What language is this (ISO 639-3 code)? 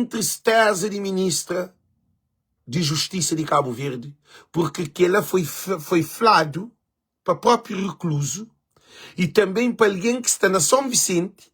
kea